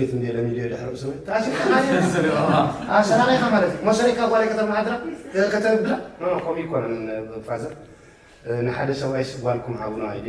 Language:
Tigrinya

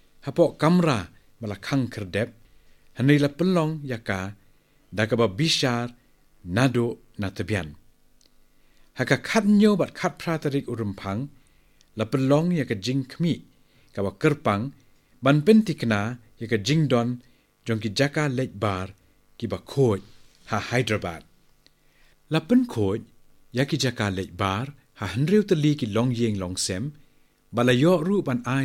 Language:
Khasi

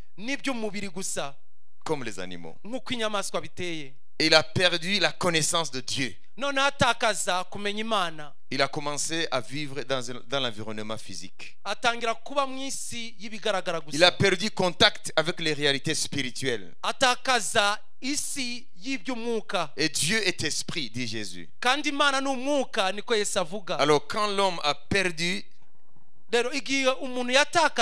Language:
Kinyarwanda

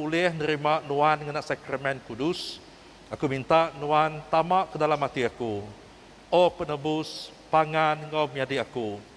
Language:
Iban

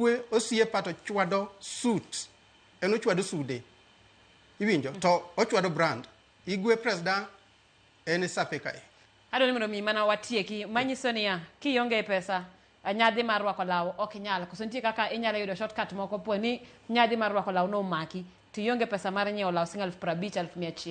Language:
Luo (Kenya and Tanzania)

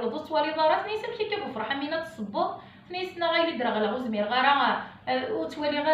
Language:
Kabyle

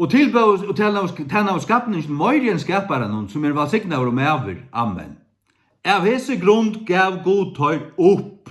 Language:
Faroese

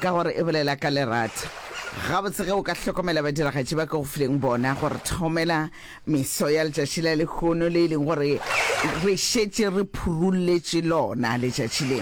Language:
Northern Sotho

